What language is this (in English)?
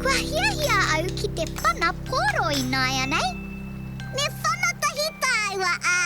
Māori